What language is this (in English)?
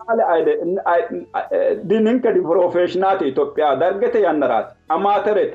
Sidamo